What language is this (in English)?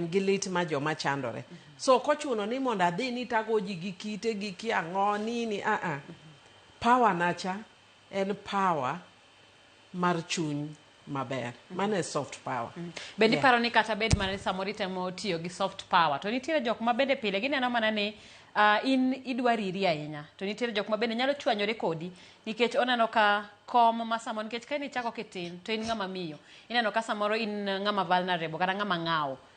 Luo (Kenya and Tanzania)